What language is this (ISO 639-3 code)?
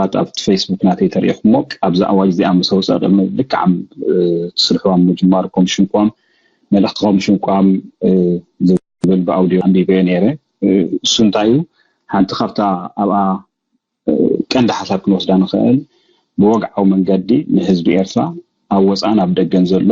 tir